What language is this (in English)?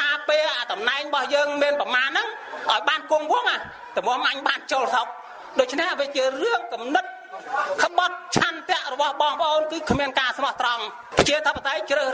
Khmer